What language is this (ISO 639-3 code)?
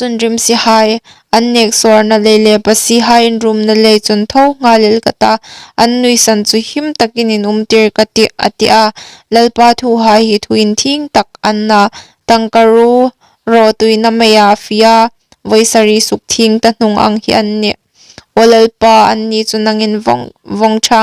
hmr